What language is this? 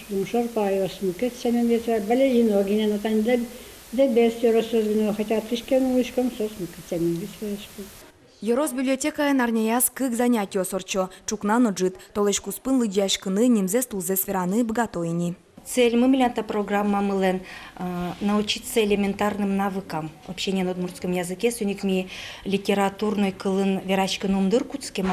Udmurt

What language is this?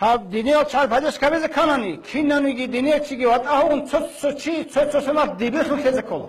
Avaric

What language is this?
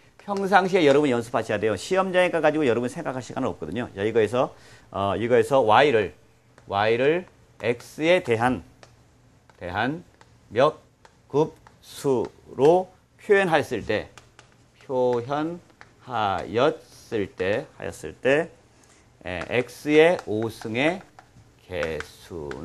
Korean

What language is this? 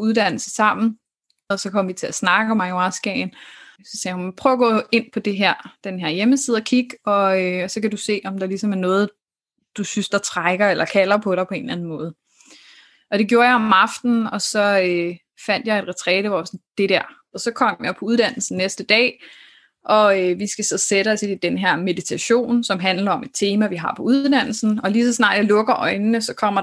Danish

